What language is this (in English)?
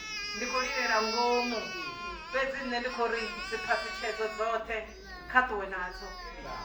Venda